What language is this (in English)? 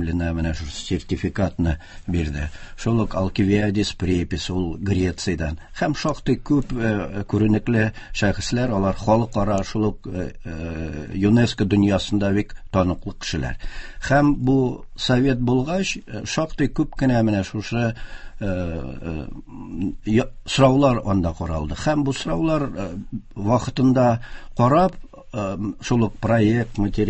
Tatar